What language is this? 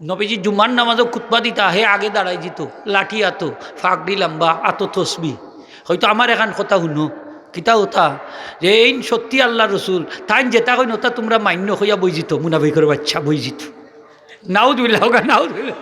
Sylheti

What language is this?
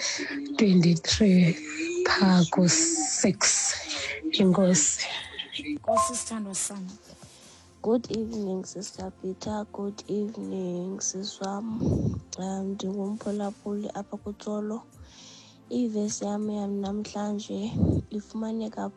Xhosa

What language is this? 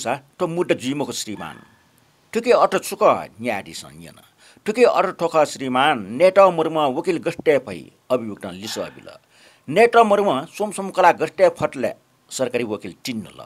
Newari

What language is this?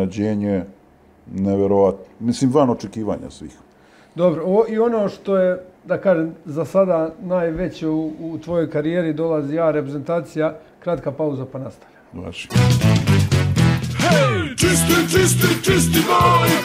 Serbian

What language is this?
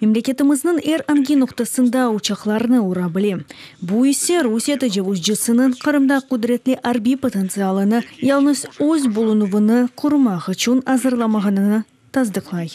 Crimean Tatar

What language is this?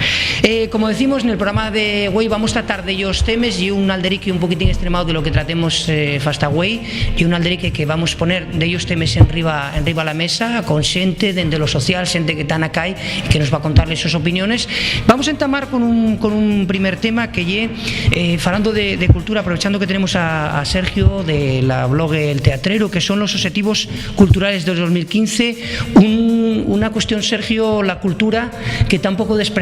Asturian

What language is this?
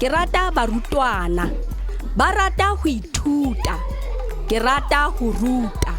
Southern Sotho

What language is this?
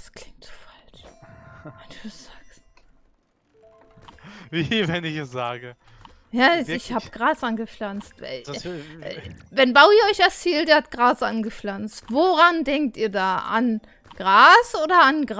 German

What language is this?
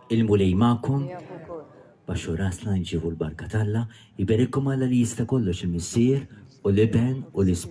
Maltese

